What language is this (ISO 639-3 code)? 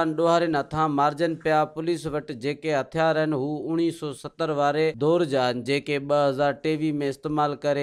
snd